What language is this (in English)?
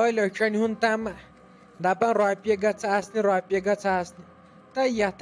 Kashmiri